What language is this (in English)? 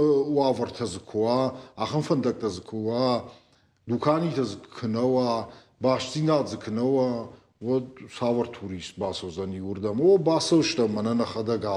Ossetic